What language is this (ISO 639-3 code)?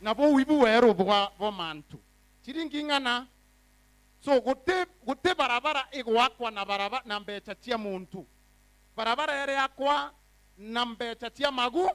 mer